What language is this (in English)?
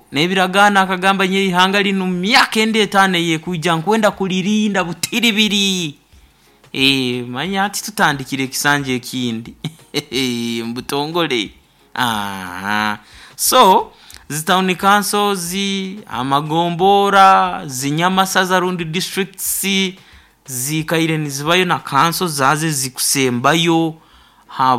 Nyoro